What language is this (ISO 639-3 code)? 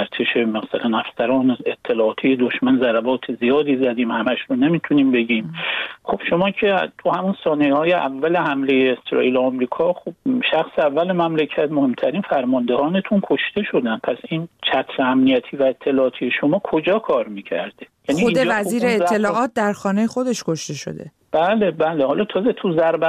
fas